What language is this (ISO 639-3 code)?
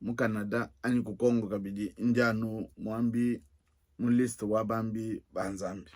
lua